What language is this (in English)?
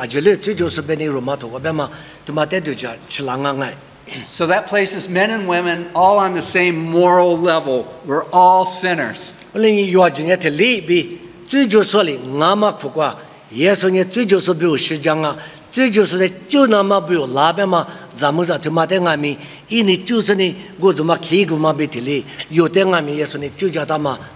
Lisu